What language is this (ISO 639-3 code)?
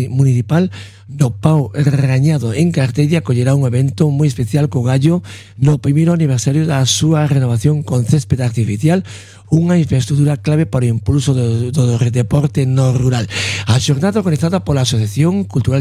glg